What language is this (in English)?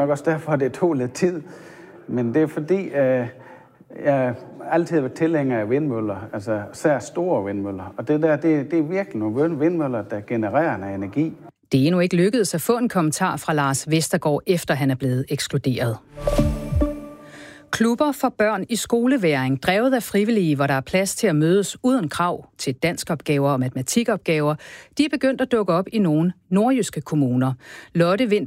Danish